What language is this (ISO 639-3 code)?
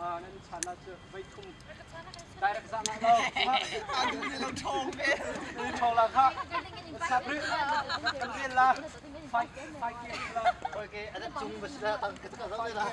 cnh